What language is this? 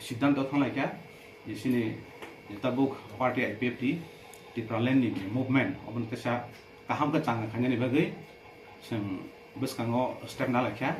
Kok Borok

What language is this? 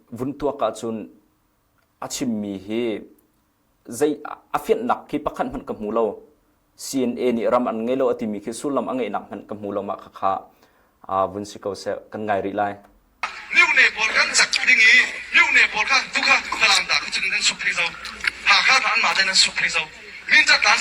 Hakha Chin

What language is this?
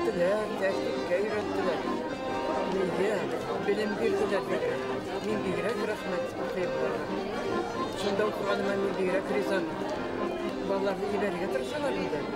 Bashkir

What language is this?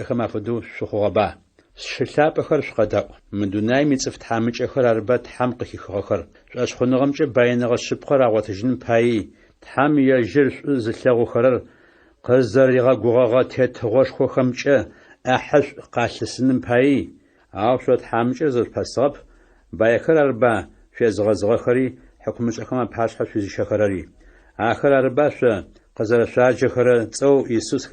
Adyghe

